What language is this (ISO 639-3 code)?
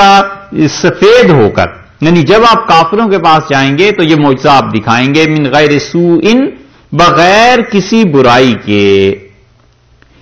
urd